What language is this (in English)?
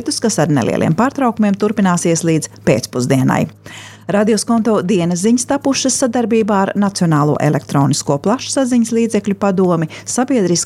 Latvian